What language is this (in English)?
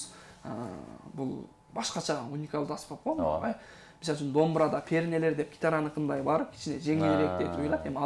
Kyrgyz